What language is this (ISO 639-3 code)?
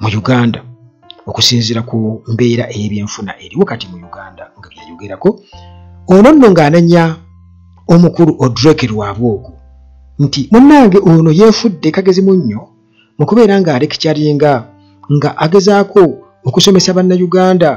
lug